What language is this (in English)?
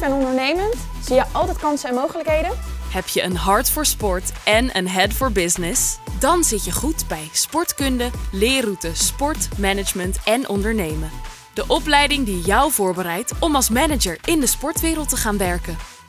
Dutch